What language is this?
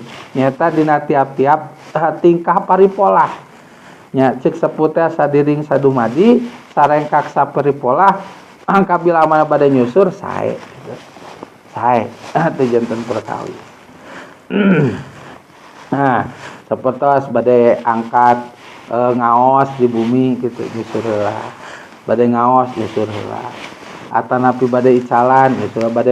Sundanese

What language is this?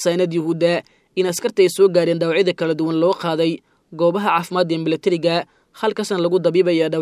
Somali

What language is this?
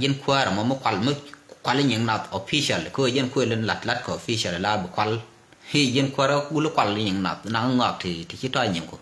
Nuer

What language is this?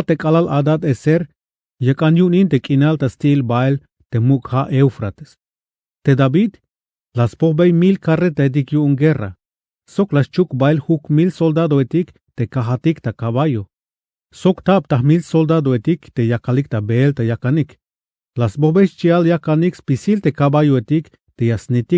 Tzeltal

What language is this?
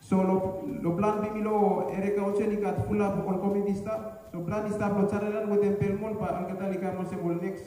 Bislama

